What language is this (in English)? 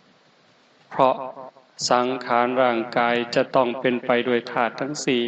Northeastern Thai